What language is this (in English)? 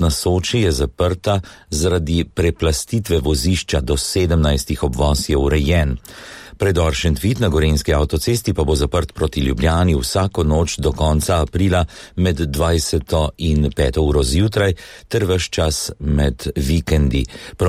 Slovenian